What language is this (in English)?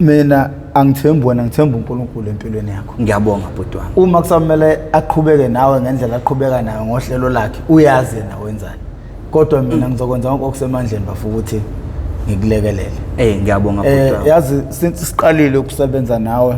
Zulu